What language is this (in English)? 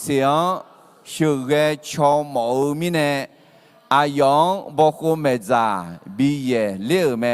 Akha